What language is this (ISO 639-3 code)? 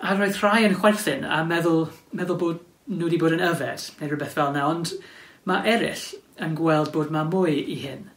cym